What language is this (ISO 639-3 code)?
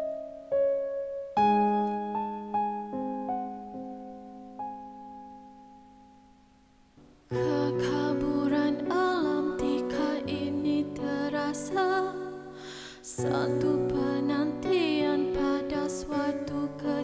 msa